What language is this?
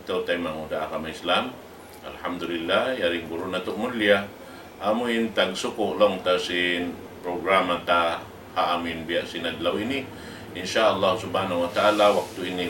Tausug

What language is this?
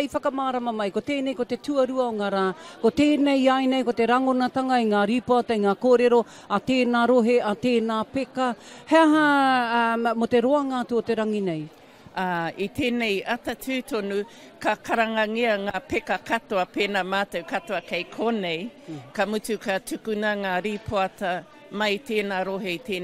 Māori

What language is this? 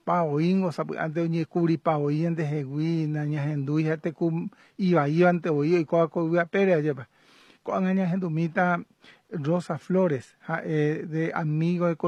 Guarani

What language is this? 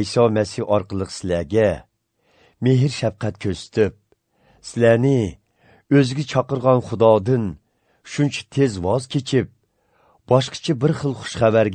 Uyghur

